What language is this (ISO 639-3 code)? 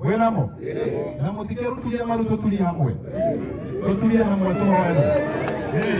kik